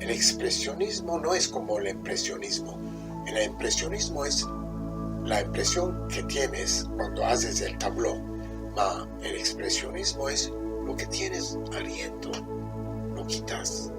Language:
Ladino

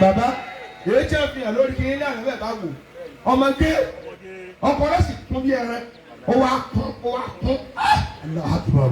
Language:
Yoruba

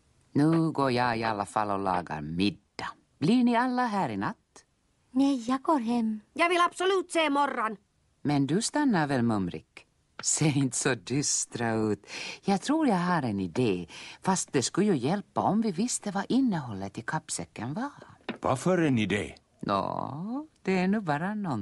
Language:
Swedish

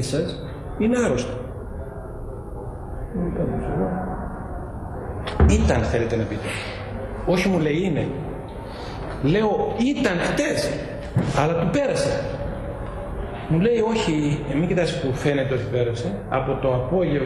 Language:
Greek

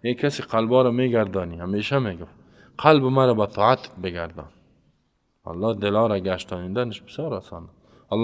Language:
Persian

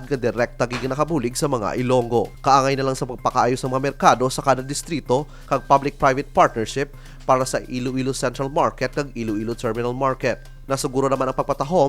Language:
Hiligaynon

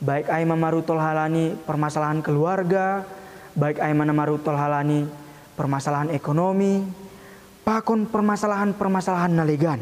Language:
Batak Simalungun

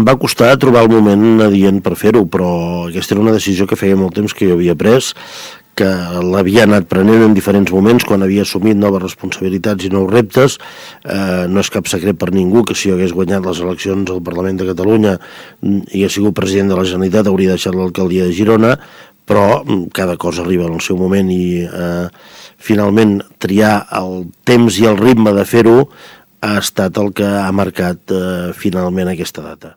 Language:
Catalan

